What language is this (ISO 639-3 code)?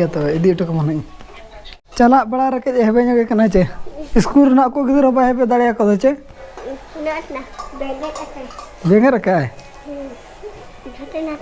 sat